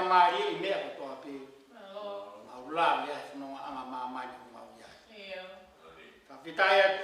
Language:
Tongan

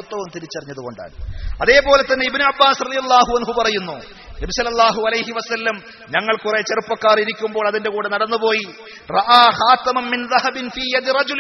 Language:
Malayalam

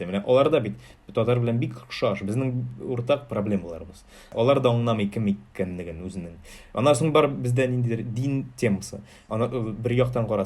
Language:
Tatar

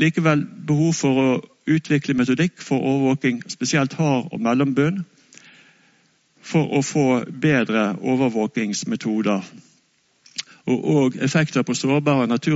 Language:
Norwegian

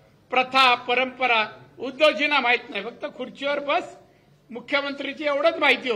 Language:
Marathi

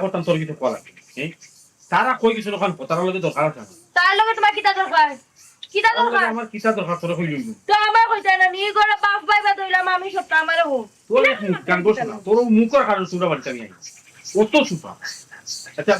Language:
Sylheti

